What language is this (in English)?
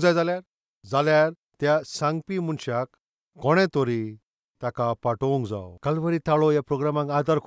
Konkani